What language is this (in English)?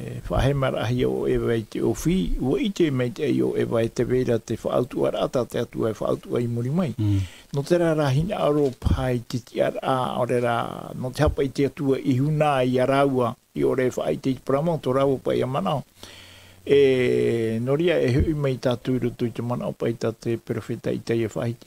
Tahitian